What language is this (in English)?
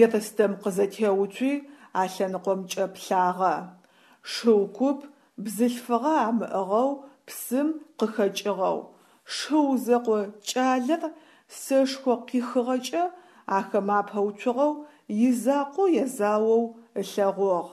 Adyghe